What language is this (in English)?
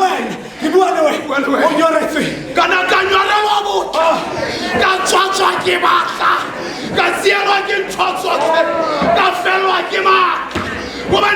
Tswana